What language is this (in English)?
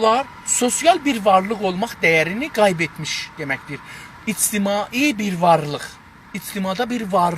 South Azerbaijani